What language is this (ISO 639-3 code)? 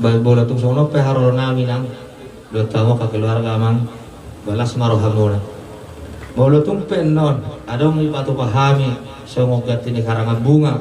bbc